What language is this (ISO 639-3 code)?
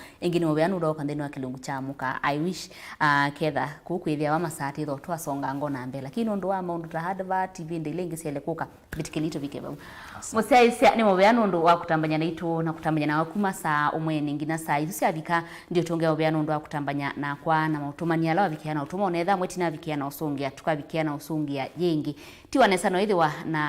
kam